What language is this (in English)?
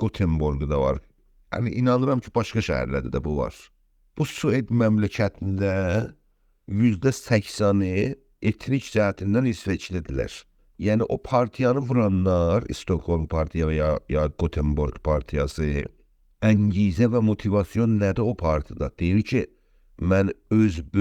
South Azerbaijani